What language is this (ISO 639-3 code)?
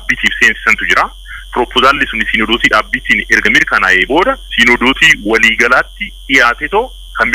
orm